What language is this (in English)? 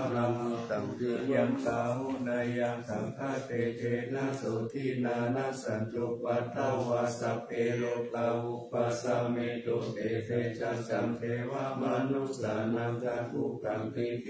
Pali